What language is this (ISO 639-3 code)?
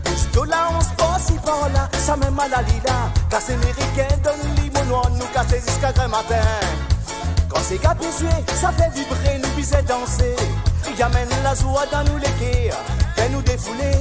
mfe